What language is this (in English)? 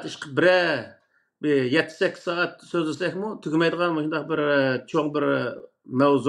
Uyghur